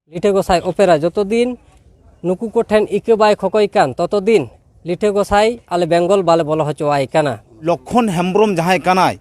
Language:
Santali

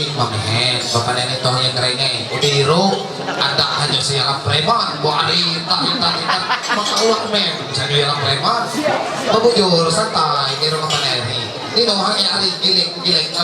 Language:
Ma'anyan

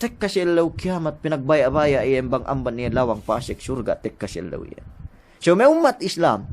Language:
Yakan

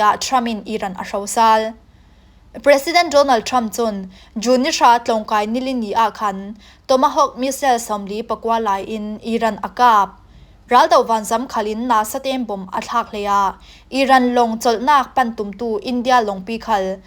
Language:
Falam Chin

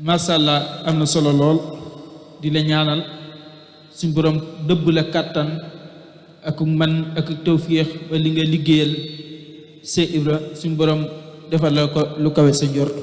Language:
Wolof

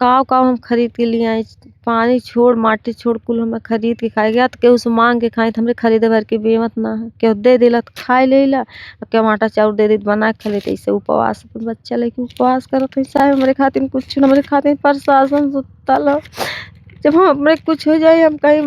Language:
Bhojpuri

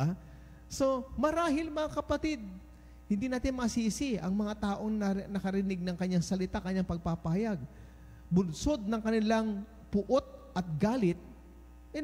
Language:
Filipino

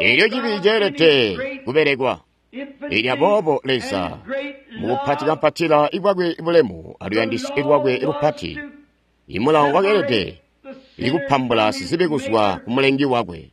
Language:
Tonga (Zambia)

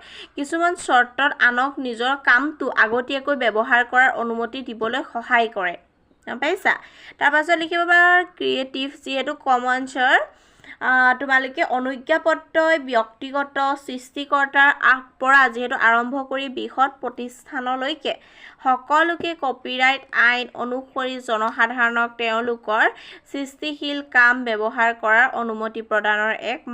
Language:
Assamese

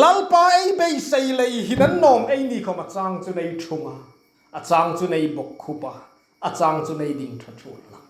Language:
Hmar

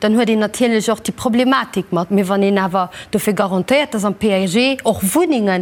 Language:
Luxembourgish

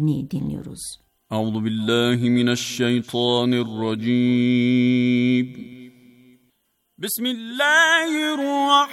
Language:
Turkish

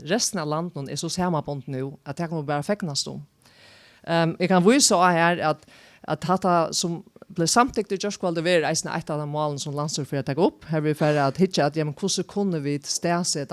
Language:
Faroese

